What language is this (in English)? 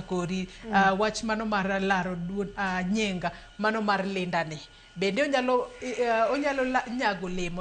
Luo (Kenya and Tanzania)